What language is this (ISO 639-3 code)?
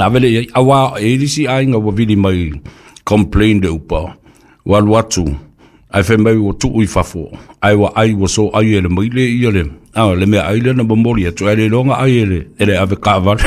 smo